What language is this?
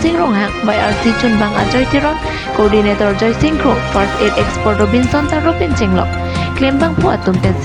Karbi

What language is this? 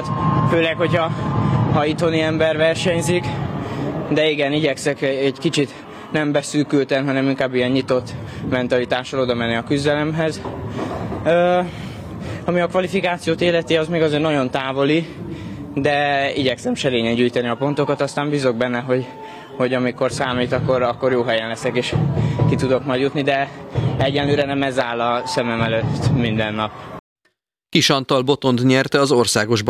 Hungarian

